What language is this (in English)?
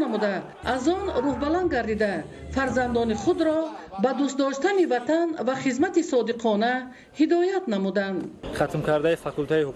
Tajik